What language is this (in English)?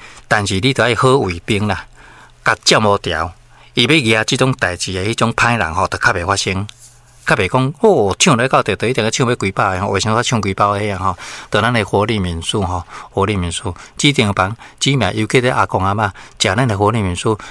Min Nan Chinese